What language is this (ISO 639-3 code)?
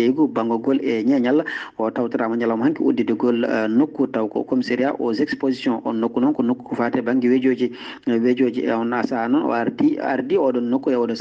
ful